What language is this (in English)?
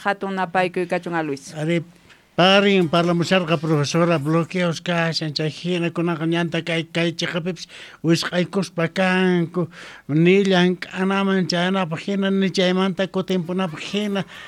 South Bolivian Quechua